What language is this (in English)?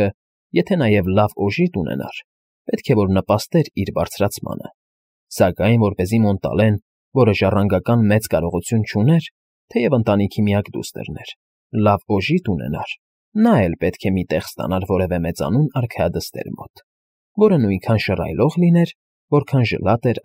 Armenian